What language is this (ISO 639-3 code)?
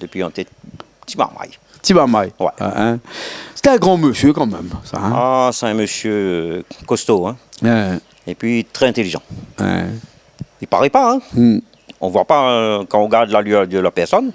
rcf